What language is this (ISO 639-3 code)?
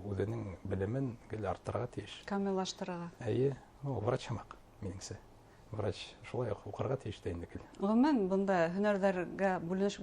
bak